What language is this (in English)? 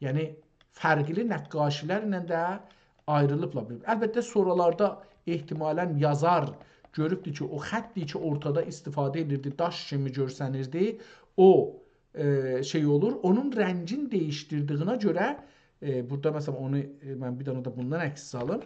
South Azerbaijani